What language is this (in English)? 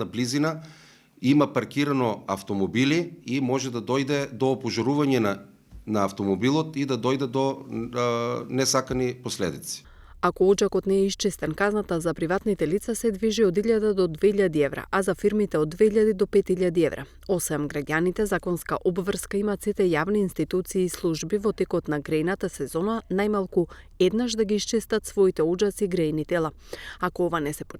Macedonian